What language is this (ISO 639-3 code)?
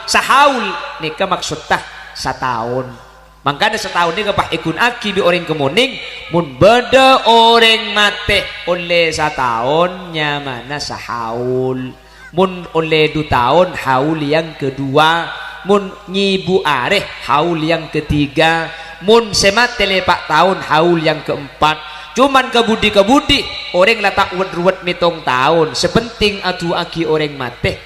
mad